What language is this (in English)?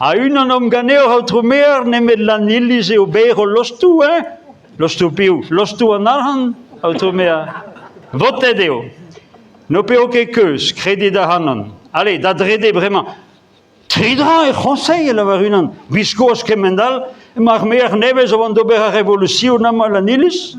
Breton